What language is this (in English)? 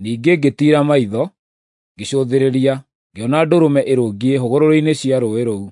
Kikuyu